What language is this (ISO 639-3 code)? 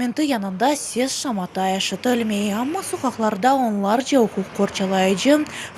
crh